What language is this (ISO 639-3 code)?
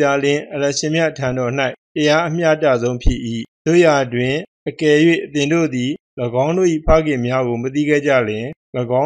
mya